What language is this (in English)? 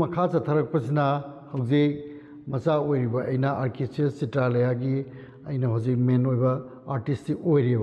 Manipuri